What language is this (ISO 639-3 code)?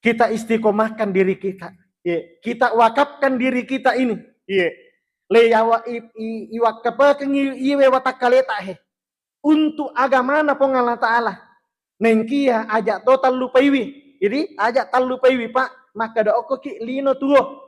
bug